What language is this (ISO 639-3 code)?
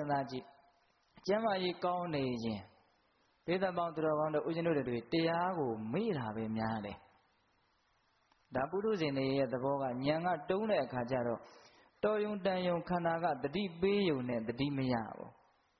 mya